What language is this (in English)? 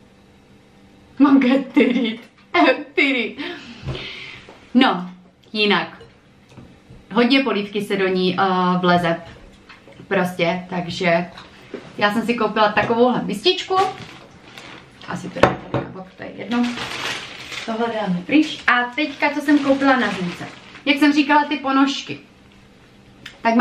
Czech